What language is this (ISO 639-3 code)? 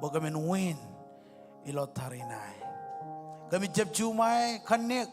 mah